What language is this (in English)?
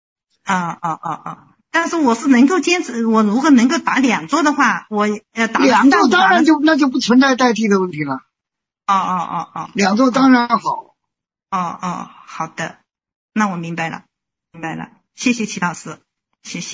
Chinese